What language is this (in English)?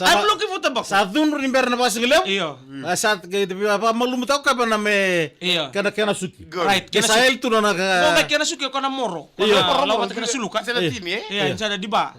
Fijian